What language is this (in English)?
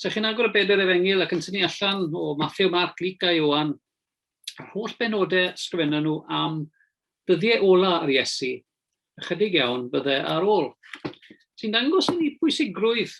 Welsh